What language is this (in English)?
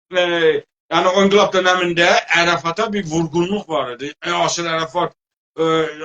South Azerbaijani